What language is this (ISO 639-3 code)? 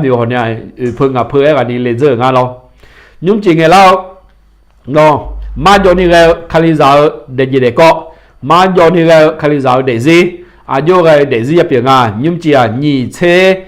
ahk